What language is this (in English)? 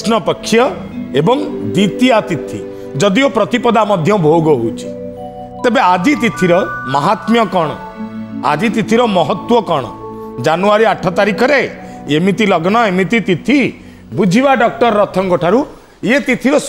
Odia